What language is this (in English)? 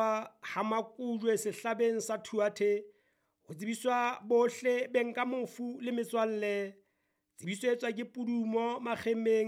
Southern Sotho